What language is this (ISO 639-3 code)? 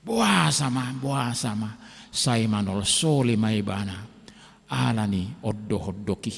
bbc